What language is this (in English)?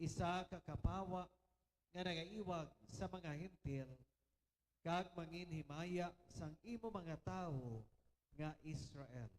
Hiligaynon